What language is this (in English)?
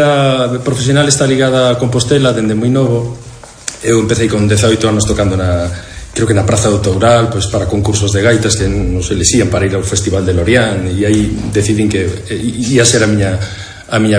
Galician